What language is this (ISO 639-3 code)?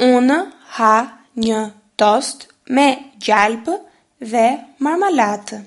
sqi